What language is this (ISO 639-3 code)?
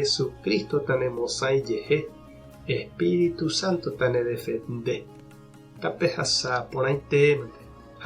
grn